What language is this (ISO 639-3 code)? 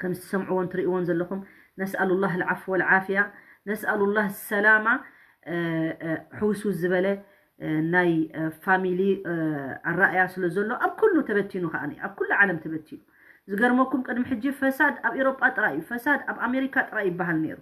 tir